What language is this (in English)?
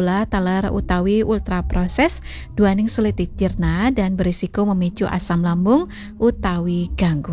Balinese